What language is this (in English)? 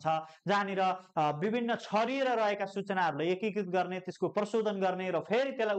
Nepali